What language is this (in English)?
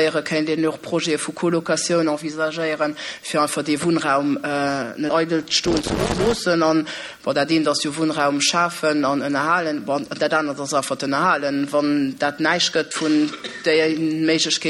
Luxembourgish